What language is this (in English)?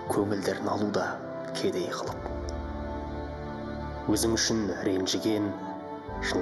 Kazakh